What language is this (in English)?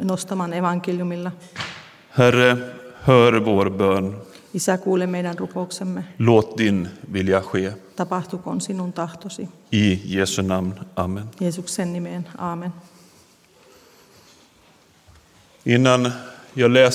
Swedish